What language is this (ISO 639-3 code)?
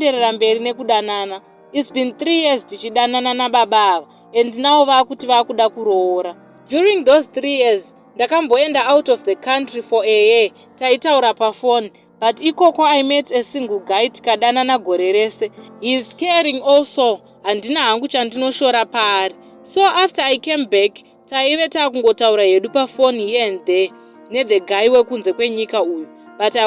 sna